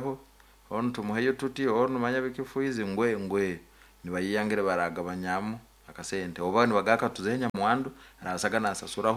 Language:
Nyankole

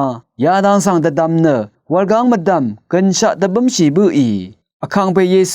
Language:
Rawang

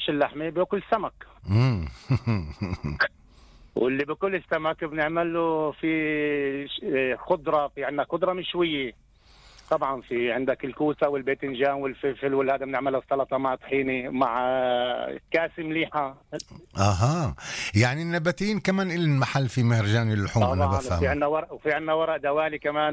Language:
North Levantine Arabic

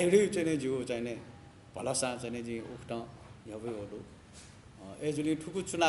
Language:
Newari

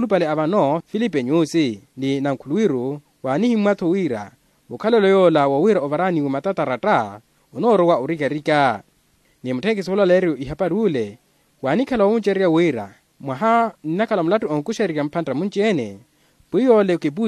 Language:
Makhuwa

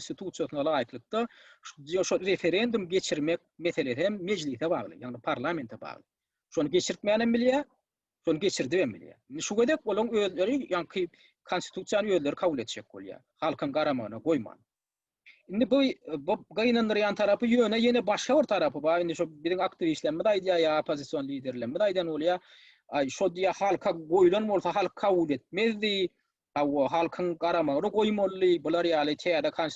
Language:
Turkmen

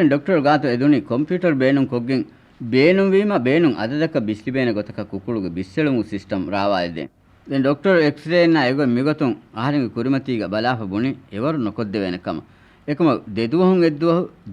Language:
Divehi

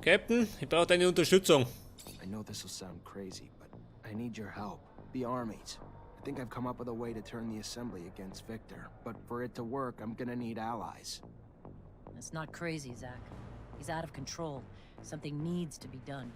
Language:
Bavarian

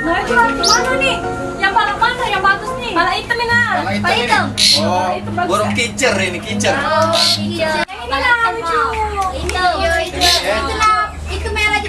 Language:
Musi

